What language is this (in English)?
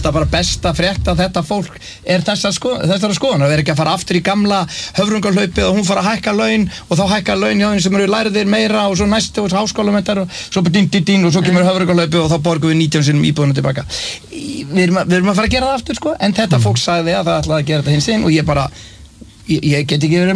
Icelandic